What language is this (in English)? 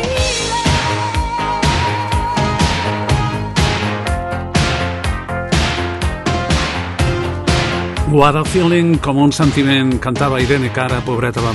Catalan